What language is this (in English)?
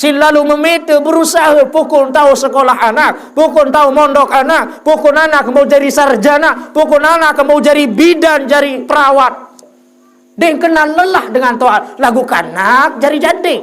Sasak